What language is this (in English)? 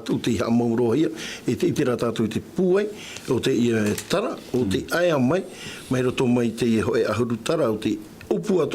Tahitian